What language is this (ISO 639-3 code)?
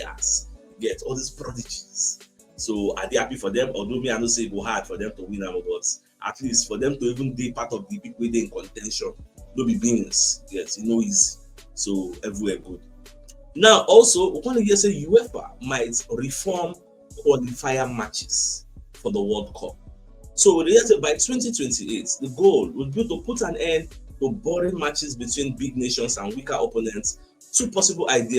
pcm